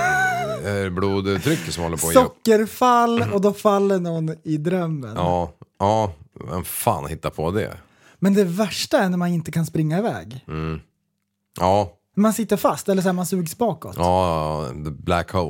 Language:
Swedish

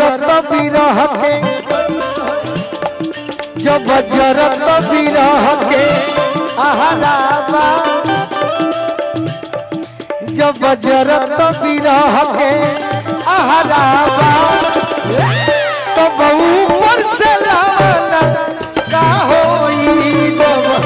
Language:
Bhojpuri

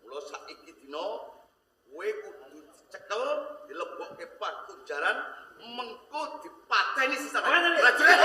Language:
Javanese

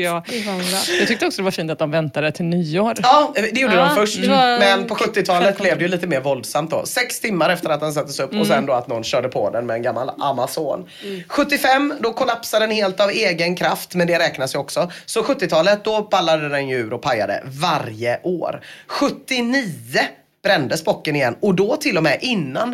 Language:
Swedish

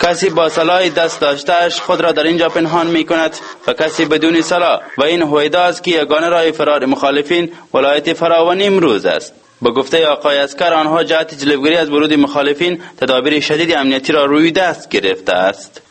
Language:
Persian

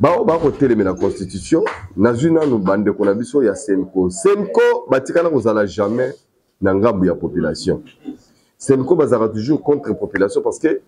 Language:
Lingala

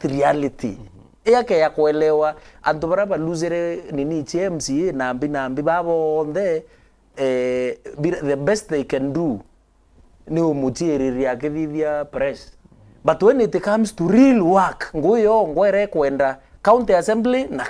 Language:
Meru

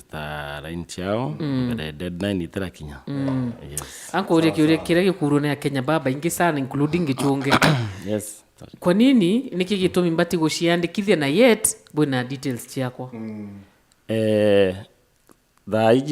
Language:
Meru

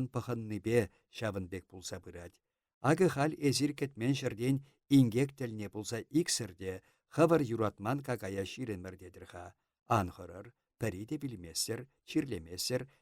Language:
Chuvash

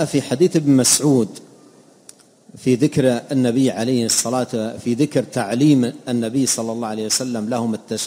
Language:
Arabic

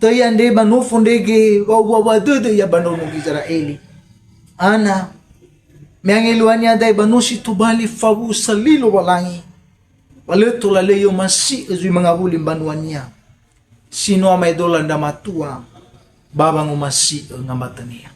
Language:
Nias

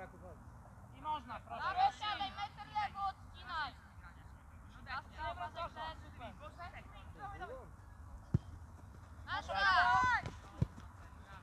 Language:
Polish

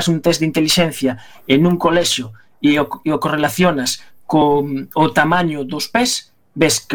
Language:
Galician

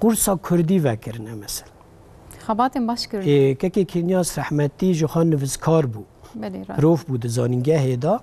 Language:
Kurdish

